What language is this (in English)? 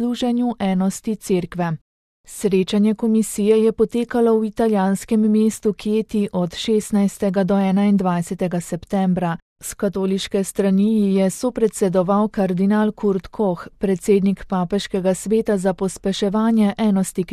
Slovenian